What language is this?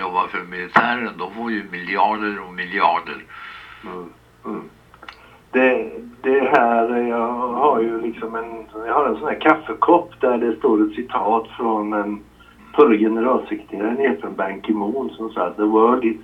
Swedish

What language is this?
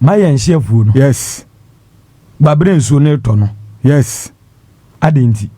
Akan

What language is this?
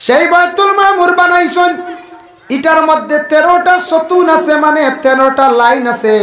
Sylheti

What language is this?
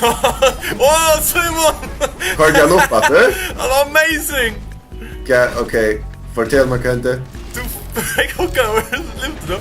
Faroese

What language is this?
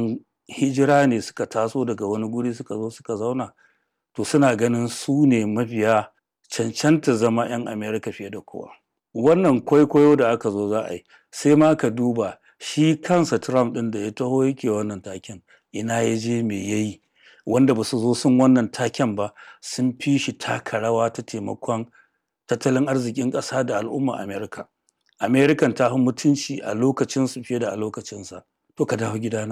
Hausa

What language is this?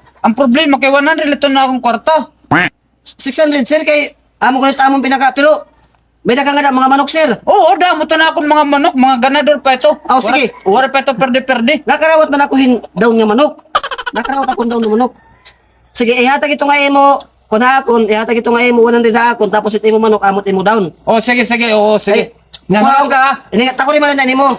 Waray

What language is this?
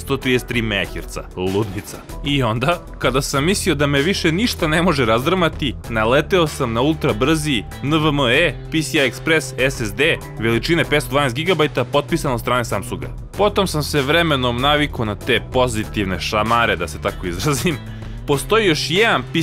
Serbian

